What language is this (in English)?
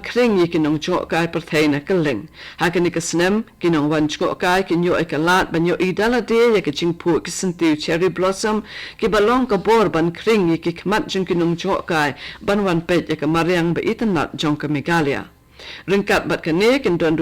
Khasi